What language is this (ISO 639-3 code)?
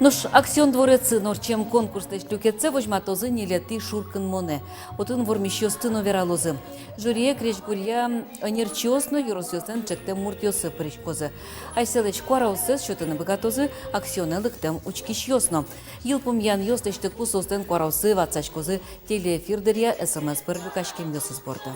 udm